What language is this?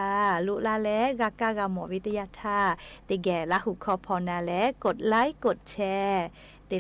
Lahu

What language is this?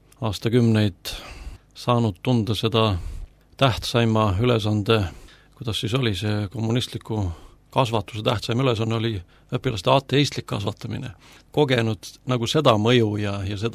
Estonian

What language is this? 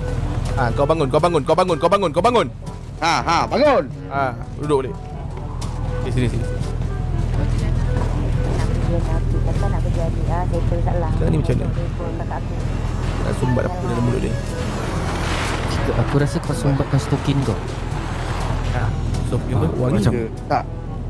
Malay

